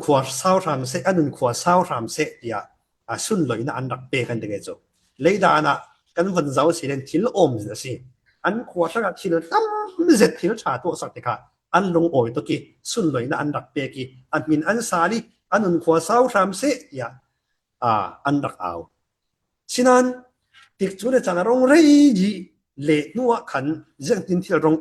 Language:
Falam Chin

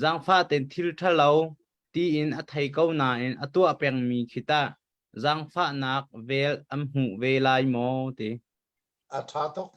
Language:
Hakha Chin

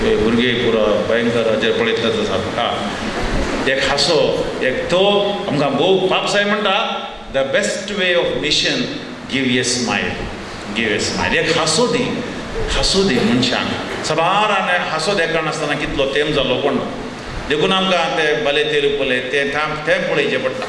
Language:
Konkani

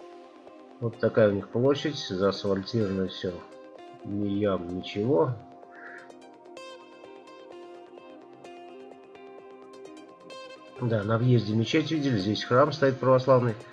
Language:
Russian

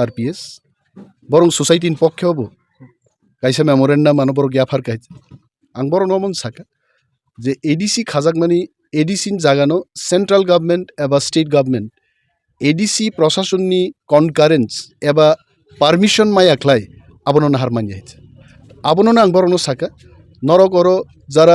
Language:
Kok Borok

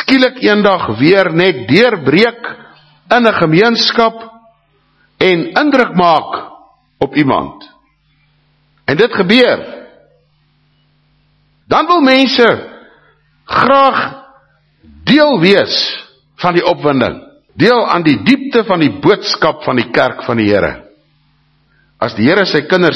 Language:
Afrikaans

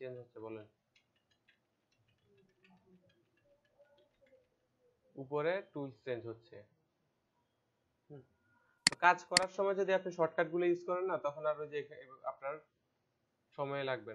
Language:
Bangla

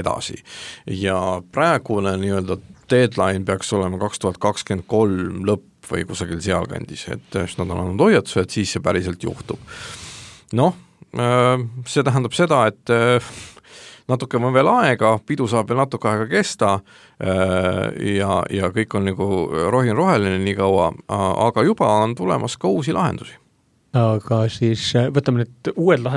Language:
Estonian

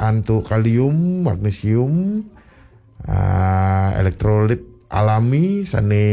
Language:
Balinese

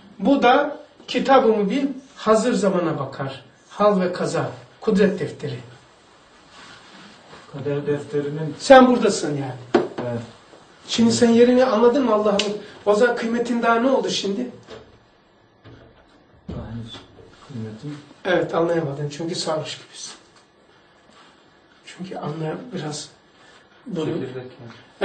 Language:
Turkish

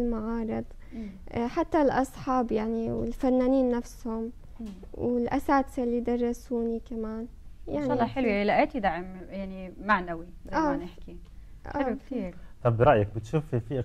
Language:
North Levantine Arabic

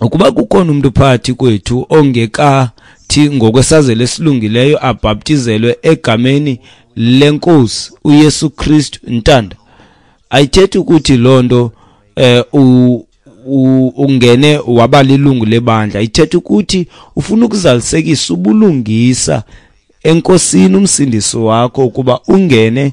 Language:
Xhosa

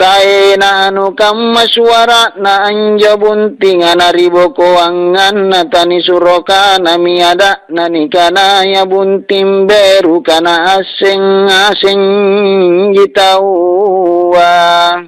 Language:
Makasar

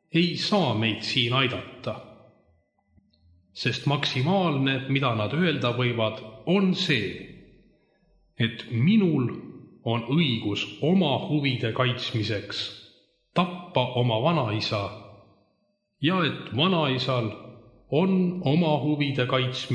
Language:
Estonian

